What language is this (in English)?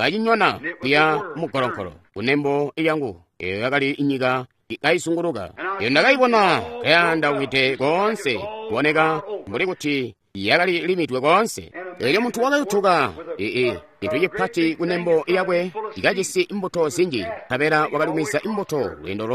Tonga (Zambia)